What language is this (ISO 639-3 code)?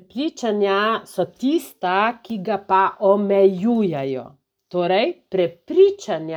slv